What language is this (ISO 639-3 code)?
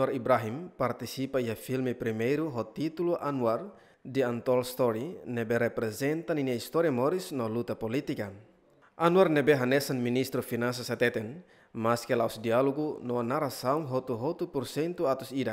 tet